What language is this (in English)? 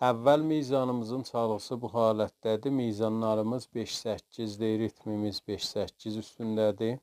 South Azerbaijani